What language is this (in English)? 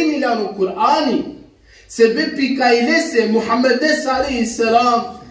Balkan Romani